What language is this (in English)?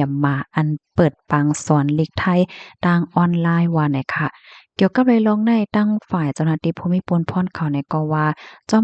Shan